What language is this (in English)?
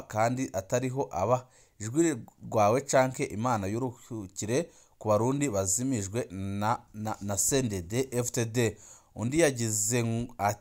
Rundi